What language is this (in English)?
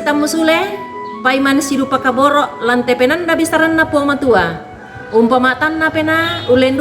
Toraja-Sa'dan